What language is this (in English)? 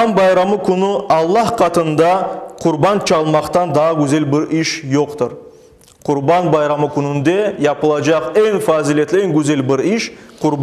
Crimean Tatar